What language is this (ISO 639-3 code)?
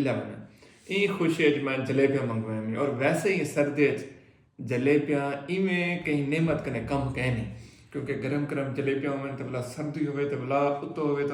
skr